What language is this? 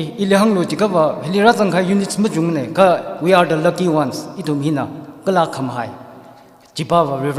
Tangkhul Naga (India)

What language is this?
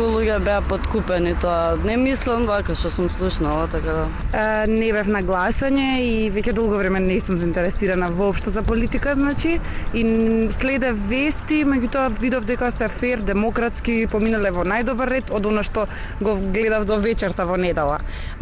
Macedonian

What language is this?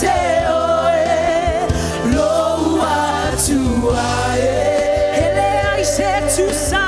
Samoan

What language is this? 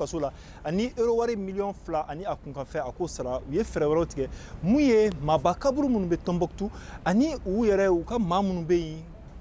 Bambara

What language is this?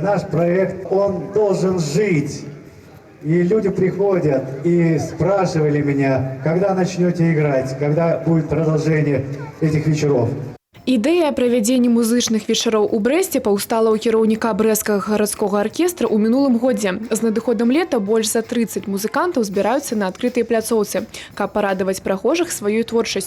Belarusian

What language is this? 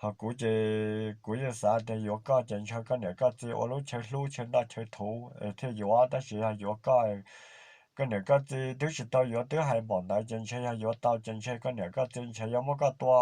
Hmong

